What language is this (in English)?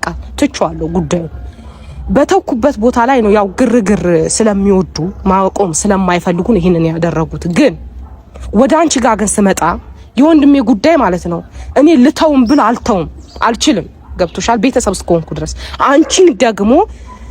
Amharic